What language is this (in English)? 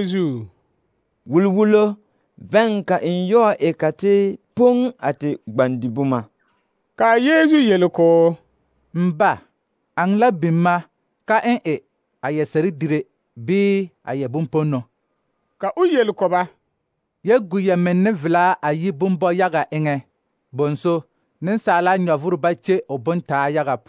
Southern Dagaare